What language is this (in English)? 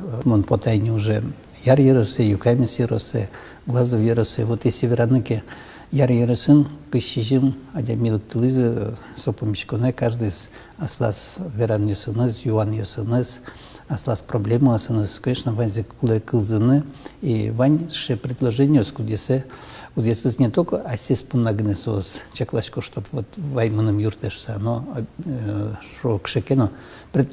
Udmurt